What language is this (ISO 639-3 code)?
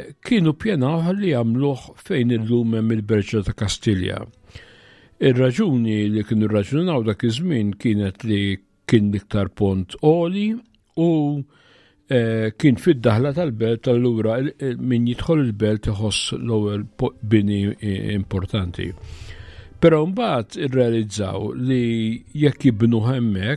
mlt